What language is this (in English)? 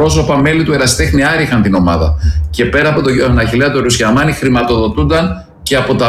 Greek